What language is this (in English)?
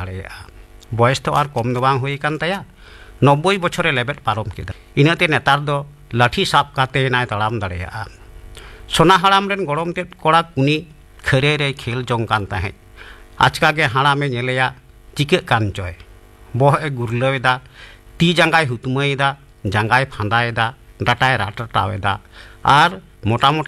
Santali